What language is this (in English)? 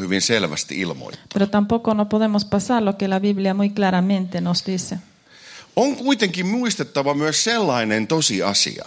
Finnish